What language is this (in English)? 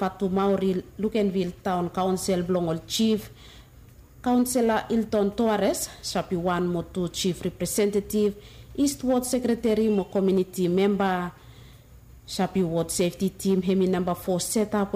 Bislama